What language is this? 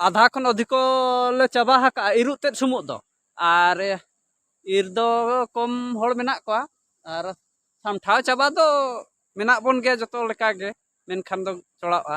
Santali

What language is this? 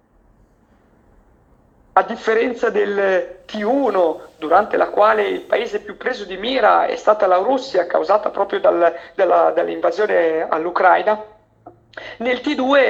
Italian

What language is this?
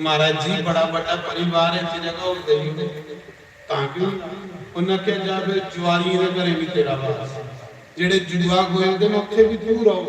Dogri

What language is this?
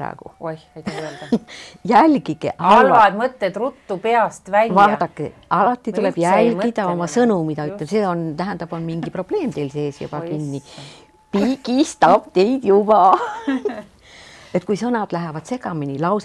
Estonian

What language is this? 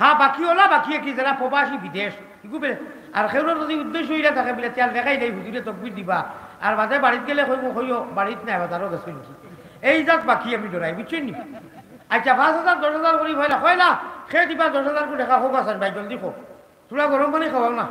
Sylheti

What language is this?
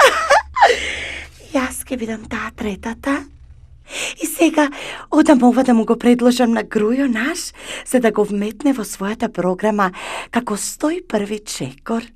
Macedonian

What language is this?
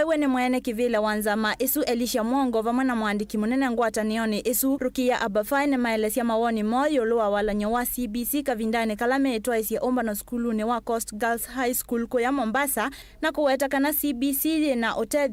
Kamba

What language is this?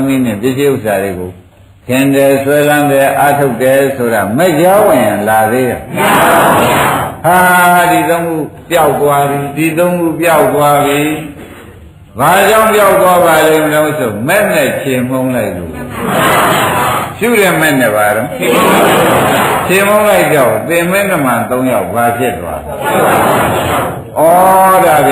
Burmese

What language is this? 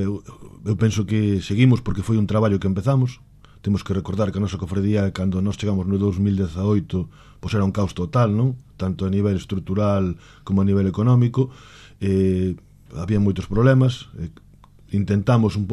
Galician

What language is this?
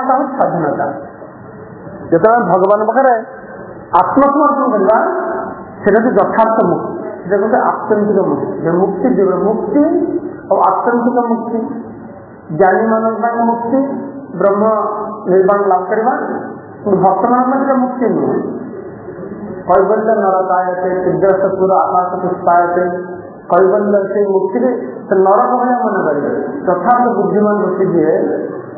Odia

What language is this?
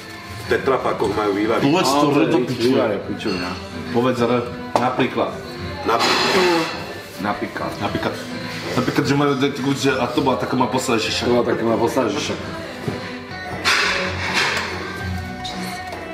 Slovak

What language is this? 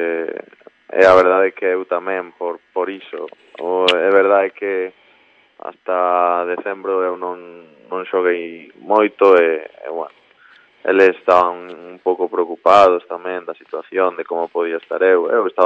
Galician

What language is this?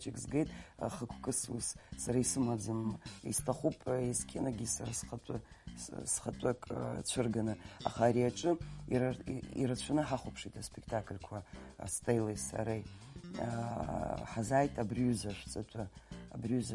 Abkhazian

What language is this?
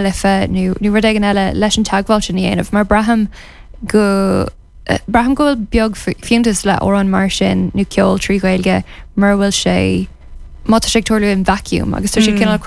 Irish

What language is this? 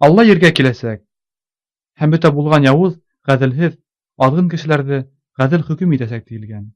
Bashkir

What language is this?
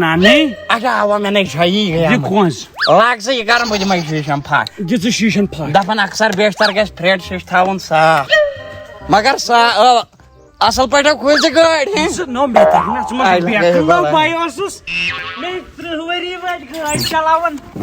Kashmiri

